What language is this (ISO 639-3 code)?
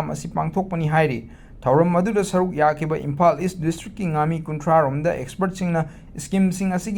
mni